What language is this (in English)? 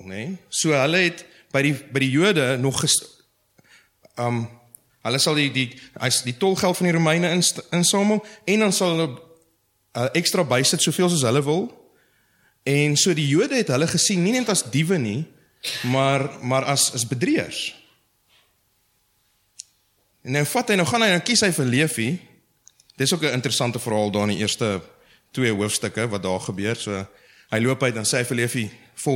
Afrikaans